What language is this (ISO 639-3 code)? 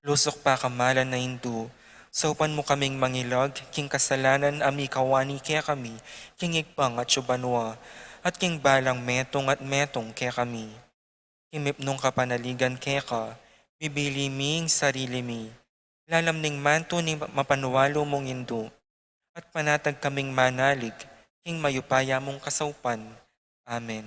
pam